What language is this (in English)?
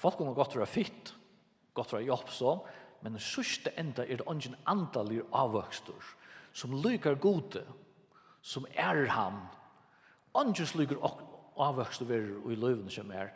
Faroese